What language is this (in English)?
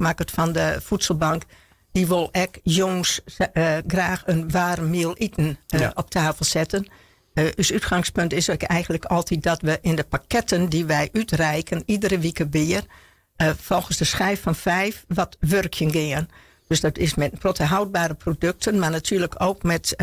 Western Frisian